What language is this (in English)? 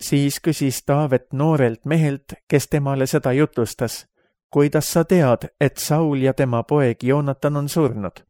Estonian